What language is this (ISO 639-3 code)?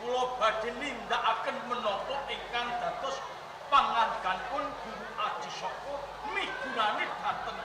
jav